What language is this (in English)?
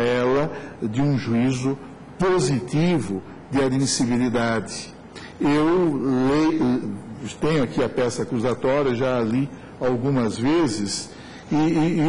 Portuguese